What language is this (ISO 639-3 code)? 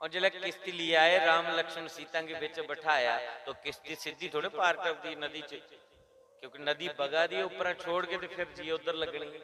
doi